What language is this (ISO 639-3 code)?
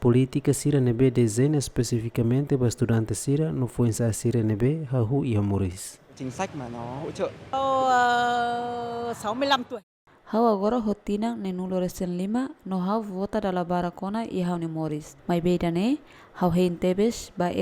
tet